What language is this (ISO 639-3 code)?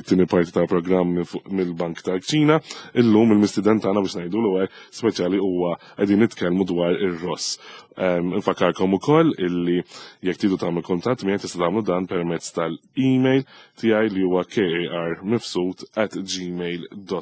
mlt